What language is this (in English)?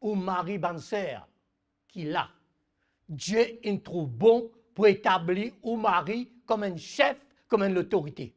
Morisyen